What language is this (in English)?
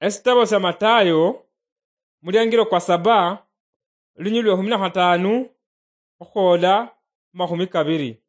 Luyia